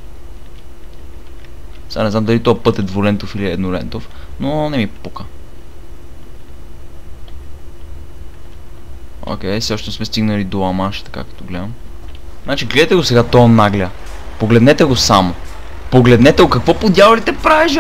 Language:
Bulgarian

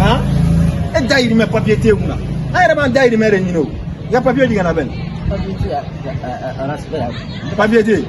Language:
Bambara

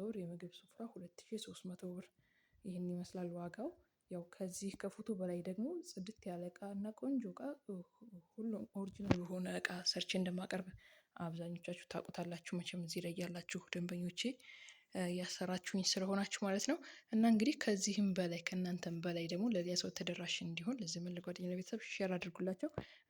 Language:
Amharic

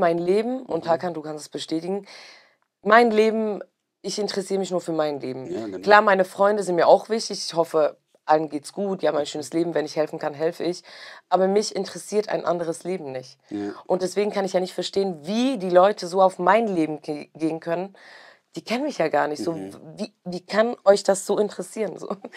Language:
Swiss German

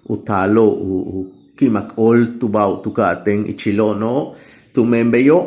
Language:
Yucateco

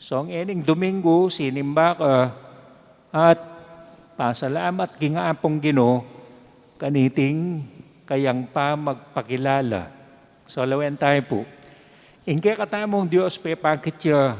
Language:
Pampanga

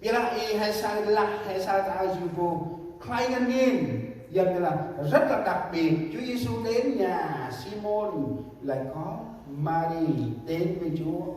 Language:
Central Mnong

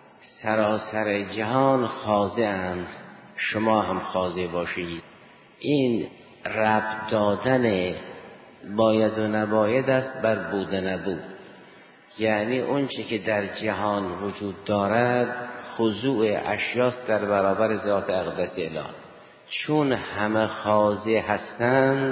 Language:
Persian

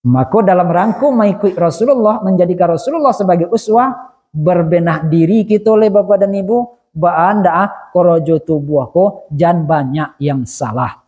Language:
Minangkabau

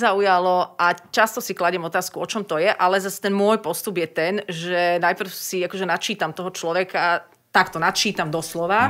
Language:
Slovak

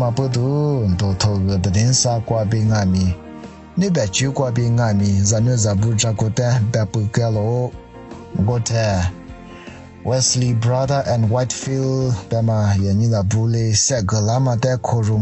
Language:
Lisu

